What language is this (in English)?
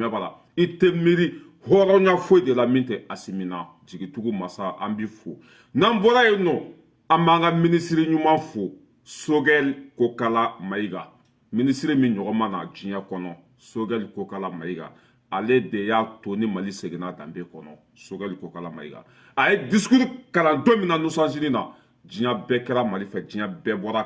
Bambara